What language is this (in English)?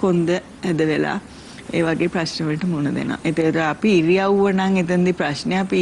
Sinhala